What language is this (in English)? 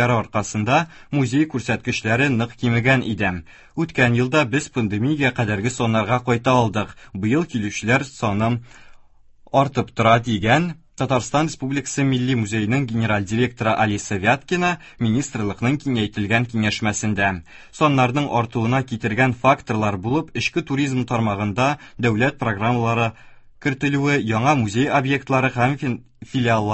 Tatar